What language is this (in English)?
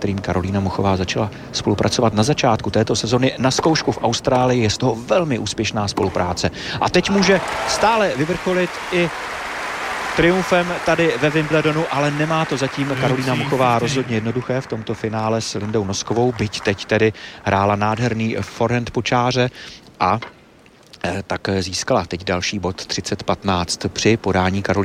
Czech